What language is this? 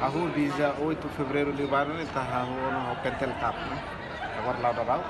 Tetum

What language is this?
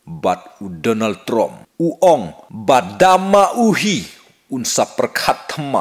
Khasi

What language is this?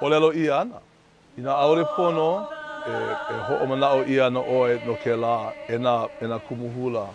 Hawaiian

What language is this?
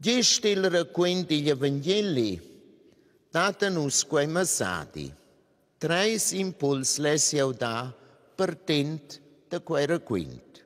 Romansh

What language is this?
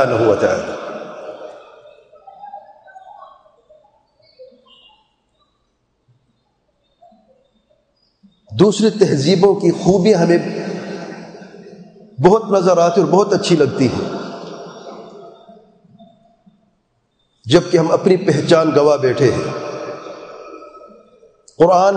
Urdu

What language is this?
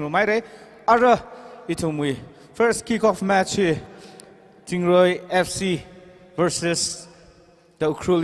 Tangkhul Naga (India)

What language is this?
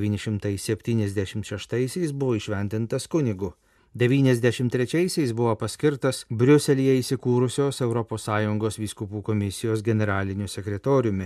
Lithuanian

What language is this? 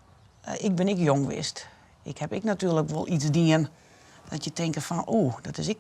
Western Frisian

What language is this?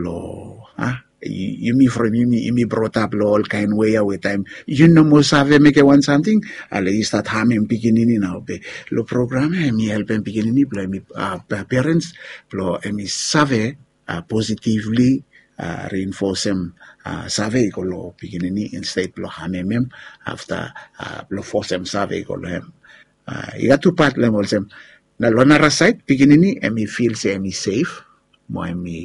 Bislama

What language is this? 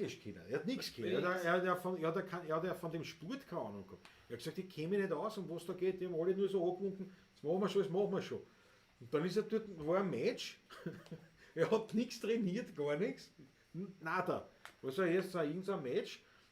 Bavarian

